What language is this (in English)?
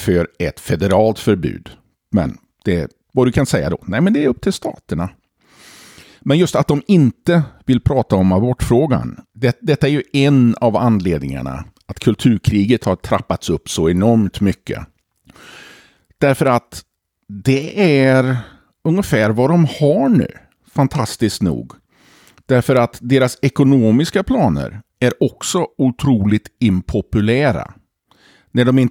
Swedish